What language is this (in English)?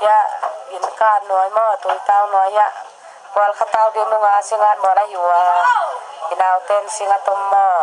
Tedim Chin